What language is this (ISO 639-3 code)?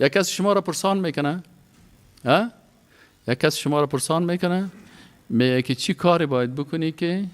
fas